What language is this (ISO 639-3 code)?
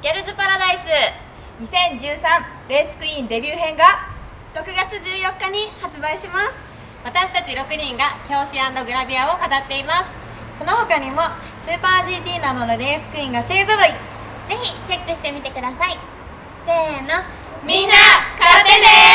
jpn